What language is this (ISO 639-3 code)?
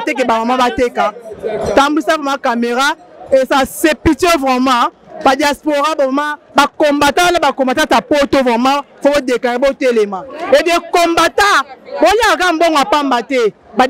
lin